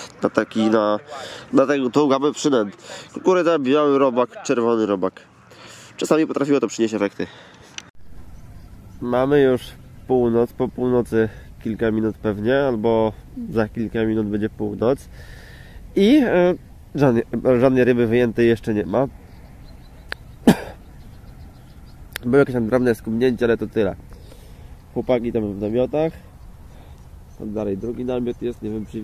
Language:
Polish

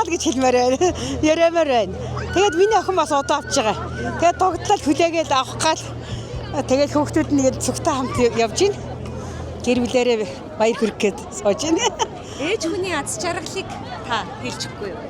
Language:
Mongolian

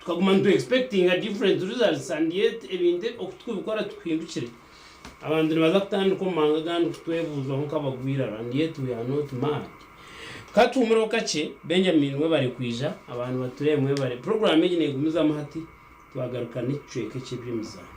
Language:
Nyankole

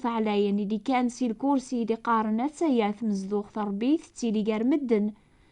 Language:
Kabyle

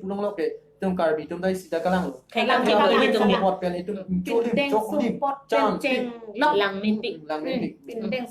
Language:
Karbi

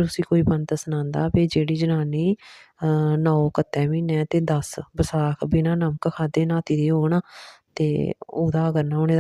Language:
Dogri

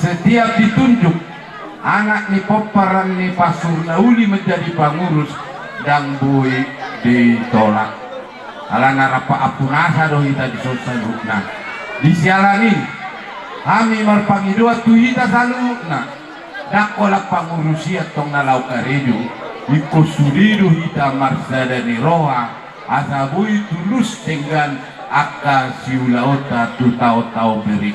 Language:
Batak Toba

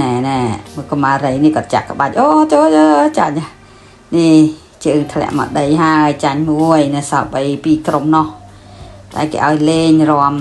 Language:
Khmer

